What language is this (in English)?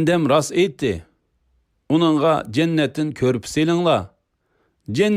Uyghur